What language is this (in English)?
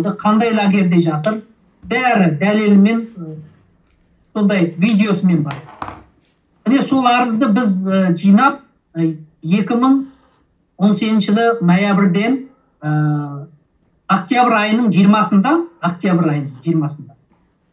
Kazakh